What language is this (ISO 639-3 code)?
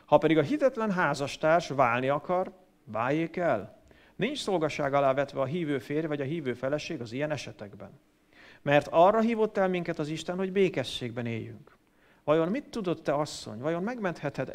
hun